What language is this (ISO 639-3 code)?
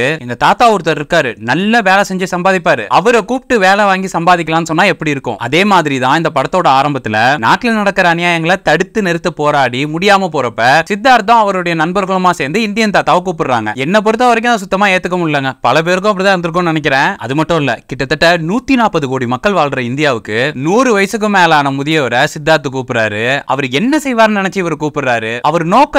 tam